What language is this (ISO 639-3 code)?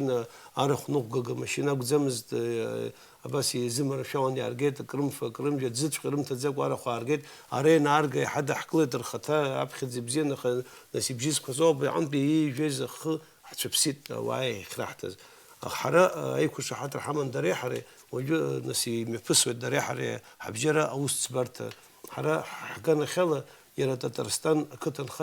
abk